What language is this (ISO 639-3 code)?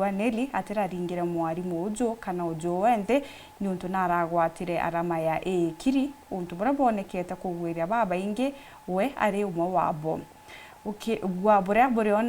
mer